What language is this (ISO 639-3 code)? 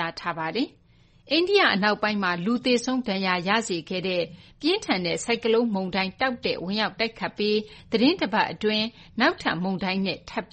mya